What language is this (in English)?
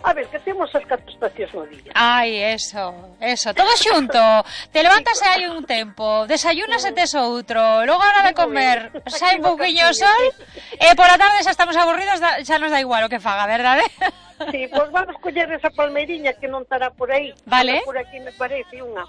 Galician